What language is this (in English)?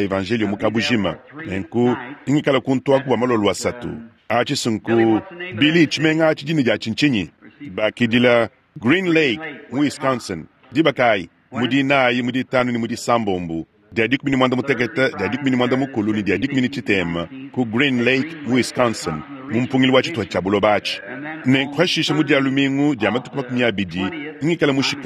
Luba-Lulua